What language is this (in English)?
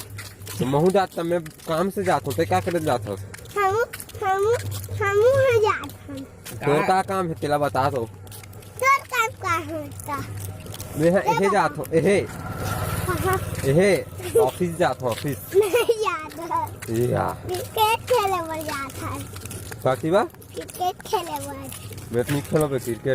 Chhattisgarhi